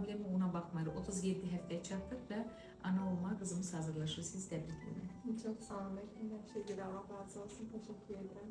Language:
Azerbaijani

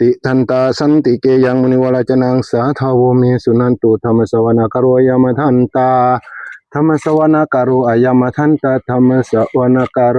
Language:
Northeastern Thai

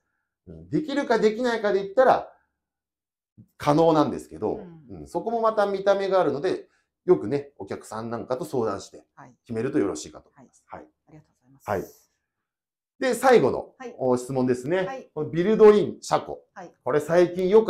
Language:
Japanese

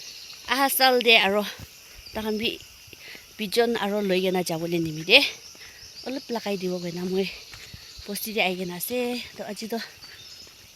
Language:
Naga Pidgin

